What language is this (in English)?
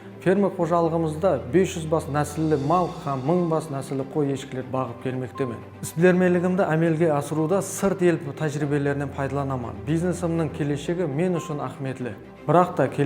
Kara-Kalpak